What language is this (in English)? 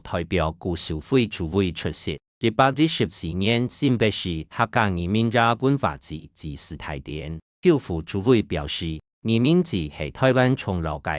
Hakka Chinese